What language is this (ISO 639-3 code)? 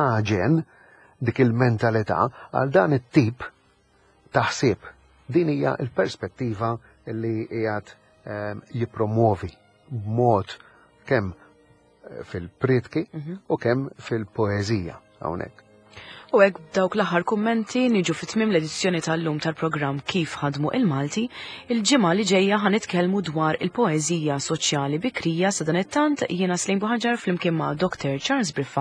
mlt